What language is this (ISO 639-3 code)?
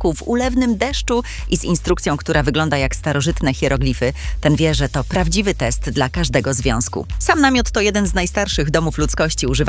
pol